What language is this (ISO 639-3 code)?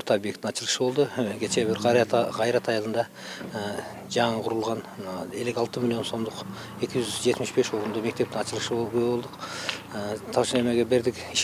kir